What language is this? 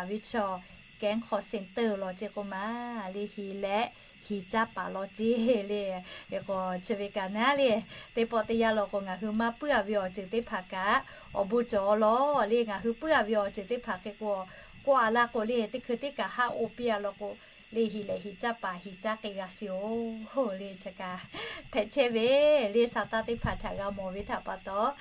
Lahu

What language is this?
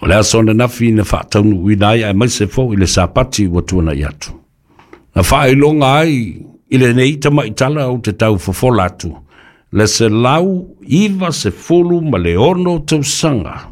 Samoan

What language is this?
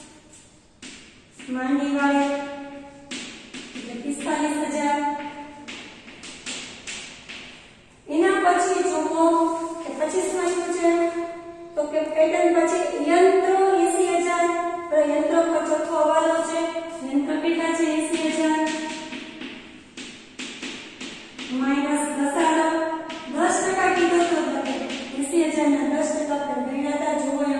Gujarati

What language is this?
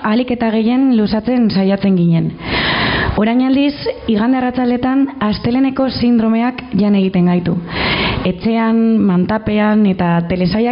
Basque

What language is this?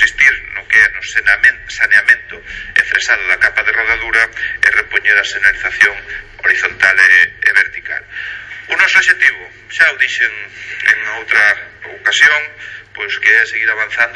Galician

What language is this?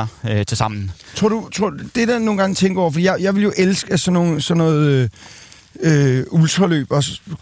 Danish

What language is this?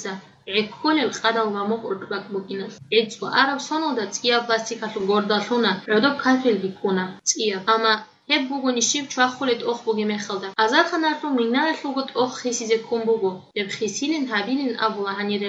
Avaric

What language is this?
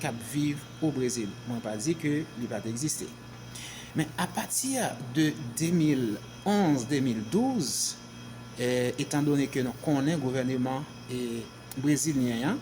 Haitian Creole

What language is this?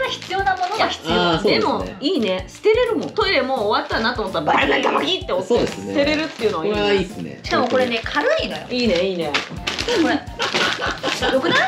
Japanese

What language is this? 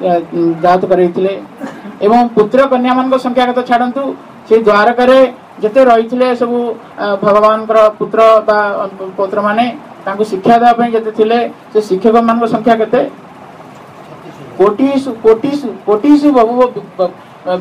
Odia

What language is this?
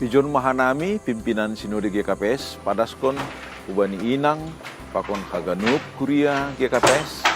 Batak Simalungun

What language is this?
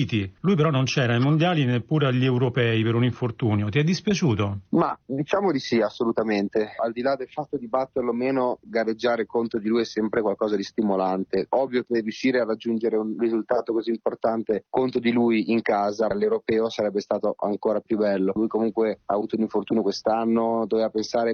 Italian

